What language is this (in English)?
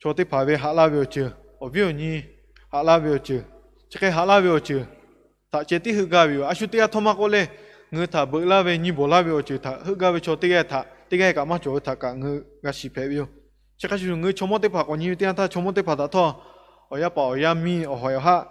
Lahu